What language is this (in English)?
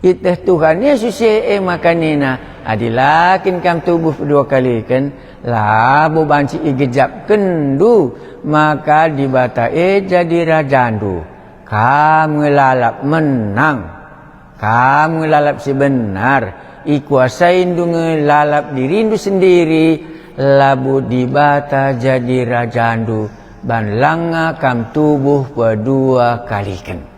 Batak Karo